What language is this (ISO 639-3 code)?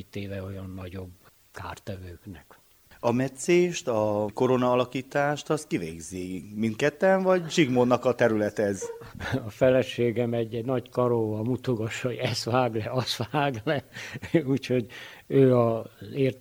hun